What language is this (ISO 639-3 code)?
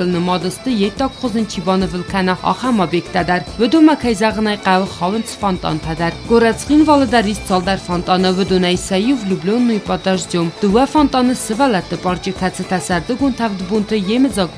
oss